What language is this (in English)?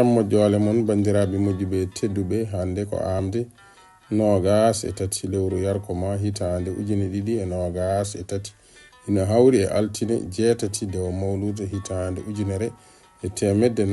Fula